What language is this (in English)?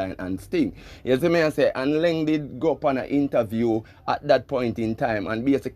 Jamaican Creole English